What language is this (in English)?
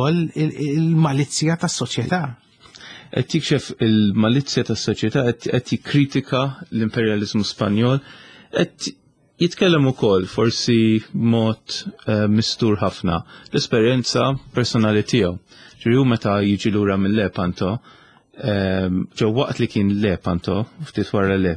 Maltese